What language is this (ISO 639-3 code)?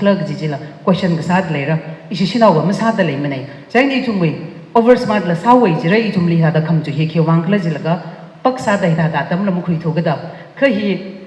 nmf